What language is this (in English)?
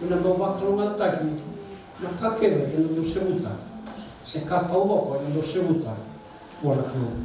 Fijian